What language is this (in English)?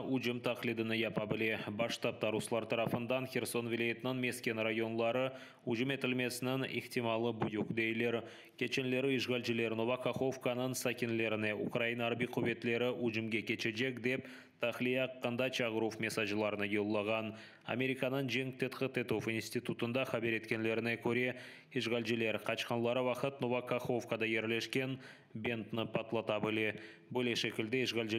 Crimean Tatar